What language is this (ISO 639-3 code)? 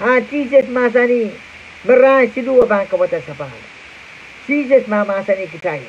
pon